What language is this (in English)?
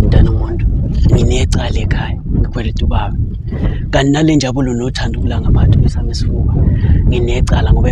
Zulu